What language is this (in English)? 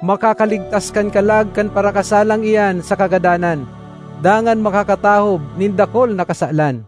Bikol